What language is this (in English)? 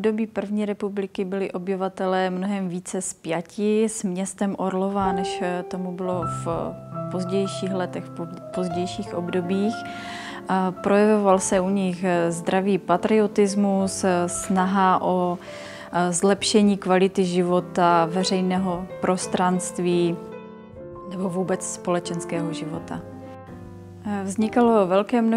Czech